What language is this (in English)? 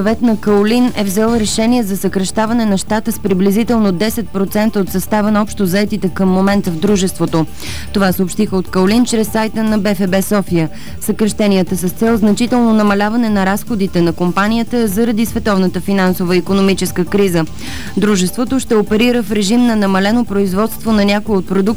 Bulgarian